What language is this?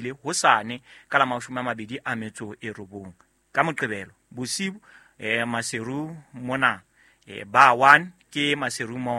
Southern Sotho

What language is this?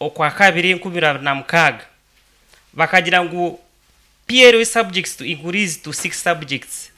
Nyankole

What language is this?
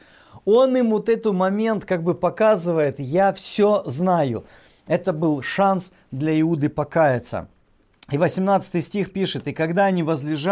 Russian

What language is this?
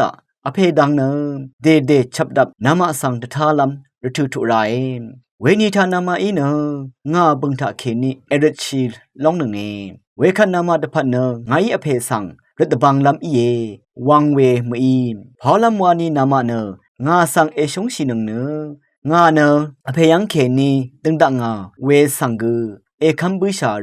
Rawang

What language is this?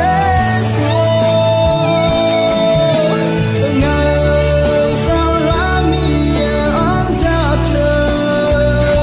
Akha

